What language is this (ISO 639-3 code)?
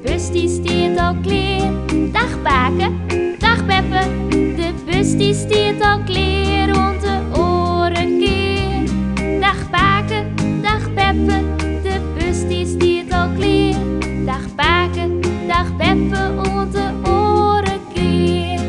fry